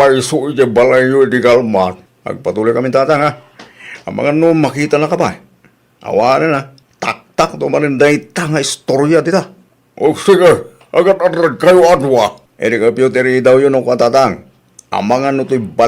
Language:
Iloko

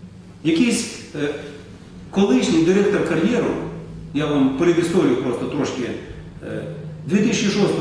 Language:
Ukrainian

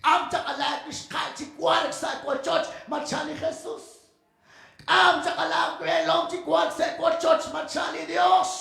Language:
Kekchí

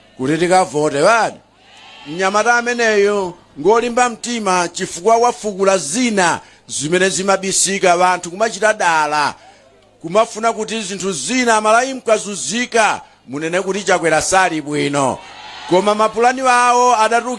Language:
Nyanja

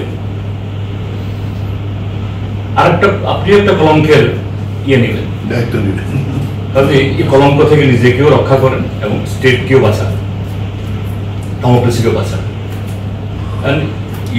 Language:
Bangla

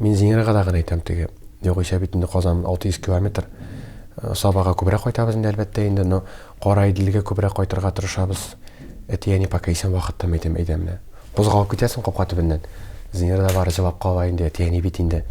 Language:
Tatar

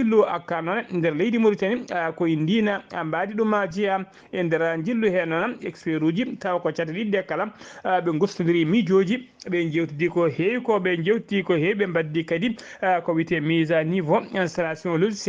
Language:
Fula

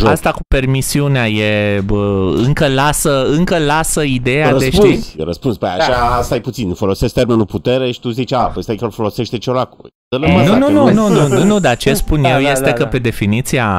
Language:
Romanian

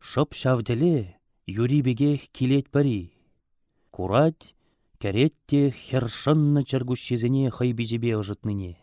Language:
Chuvash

